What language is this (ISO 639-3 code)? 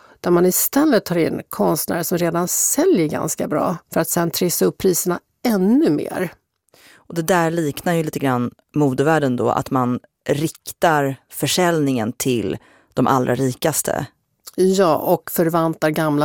swe